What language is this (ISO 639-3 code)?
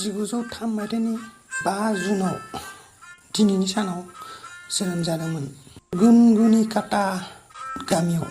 brx